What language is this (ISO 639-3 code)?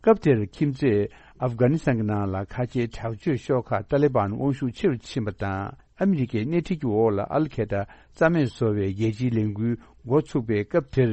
bod